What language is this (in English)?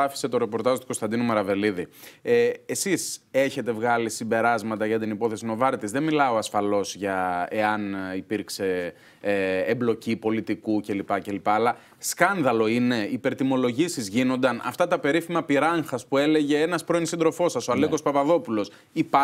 Greek